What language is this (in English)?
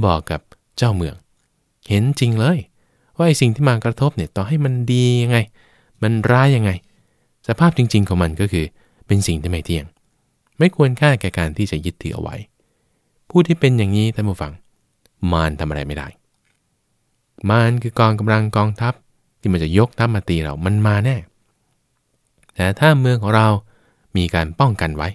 Thai